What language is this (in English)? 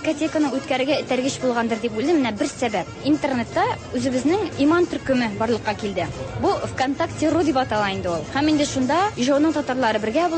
Tatar